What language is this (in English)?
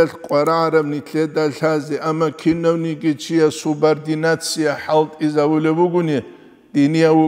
Avaric